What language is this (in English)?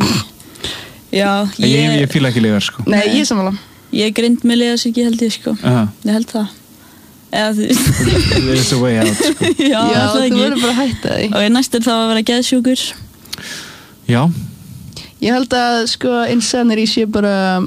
Icelandic